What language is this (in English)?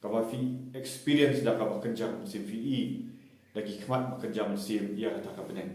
Khasi